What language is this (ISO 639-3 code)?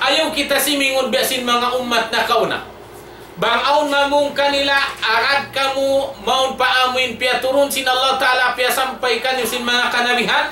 tsg